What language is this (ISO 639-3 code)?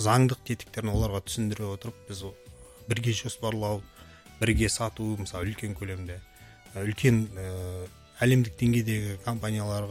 kaz